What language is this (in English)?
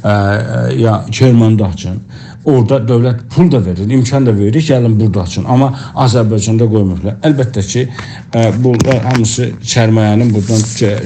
South Azerbaijani